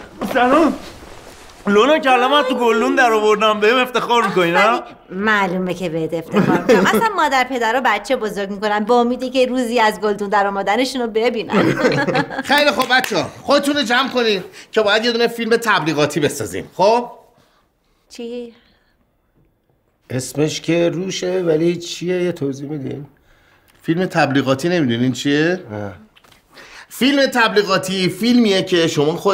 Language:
Persian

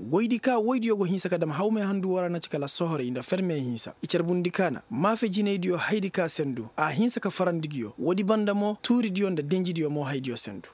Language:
Koyraboro Senni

